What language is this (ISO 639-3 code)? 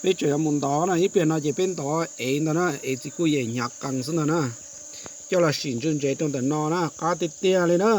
hmn